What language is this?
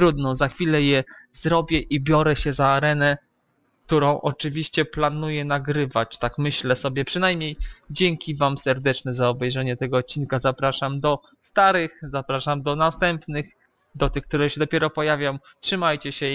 Polish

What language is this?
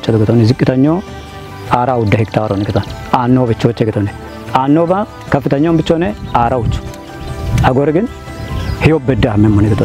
Kafa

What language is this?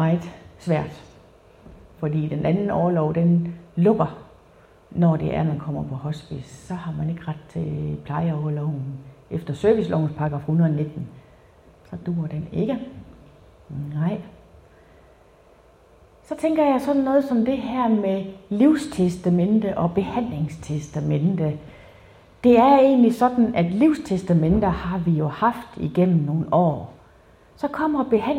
Danish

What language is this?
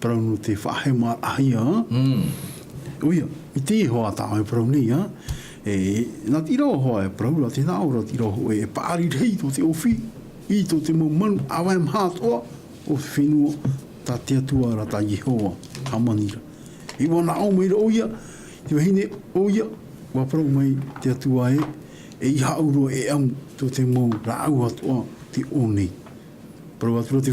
Tahitian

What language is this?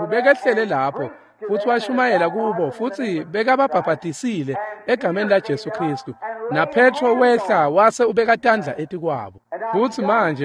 Swati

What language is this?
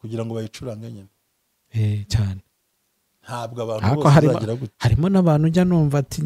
Kinyarwanda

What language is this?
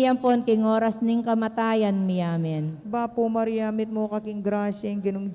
Pampanga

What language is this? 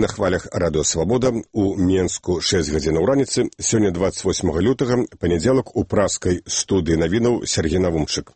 Belarusian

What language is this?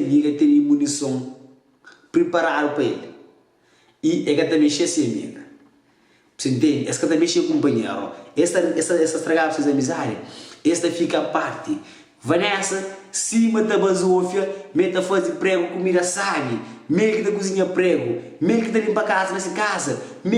Kabuverdianu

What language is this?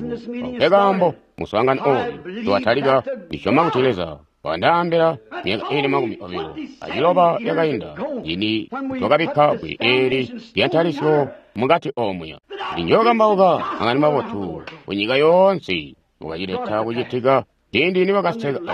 Tonga (Zambia)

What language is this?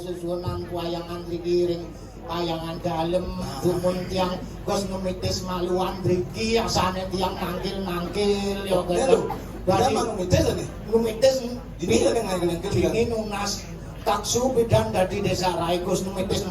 Balinese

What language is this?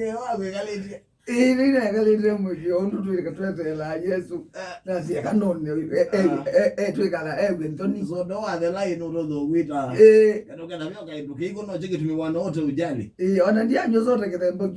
Kamba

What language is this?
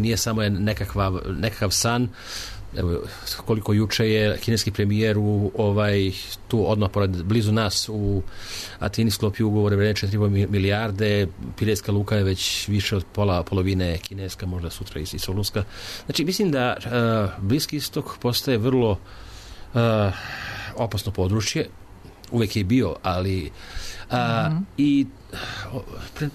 Serbian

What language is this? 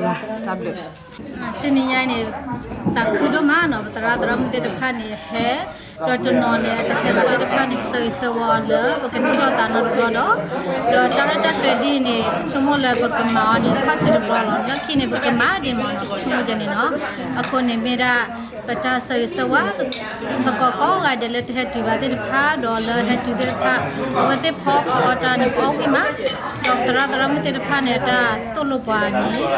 S'gaw Karen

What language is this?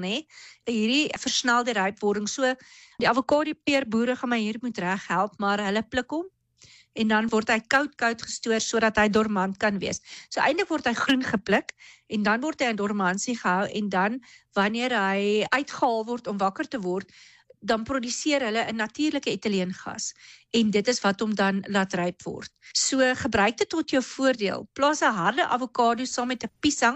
Afrikaans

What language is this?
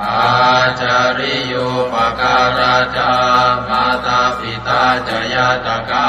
Pali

